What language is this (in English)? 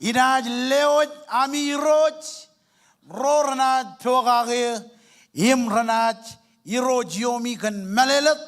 Marshallese